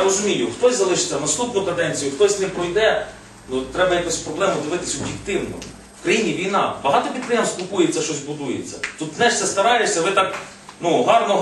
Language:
Ukrainian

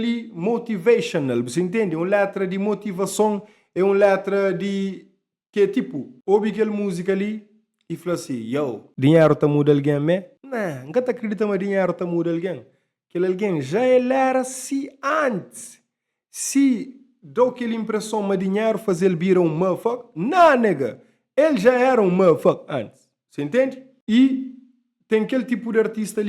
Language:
Kabuverdianu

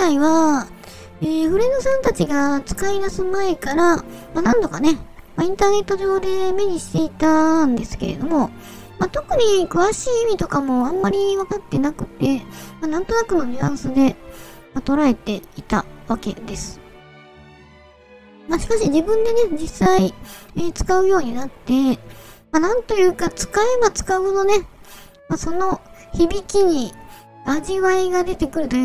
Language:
Japanese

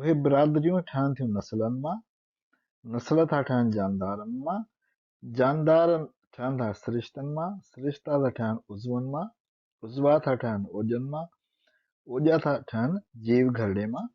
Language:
Sindhi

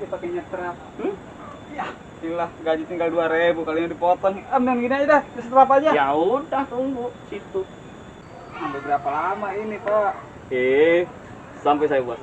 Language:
Betawi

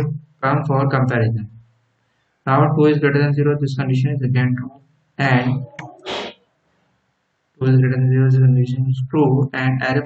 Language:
English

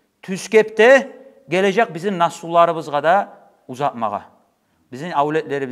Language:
Kumyk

